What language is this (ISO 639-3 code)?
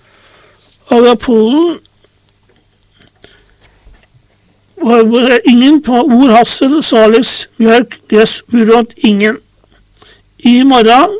nor